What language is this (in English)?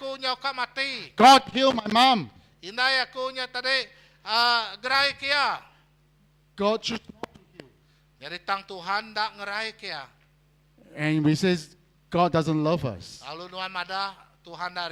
Iban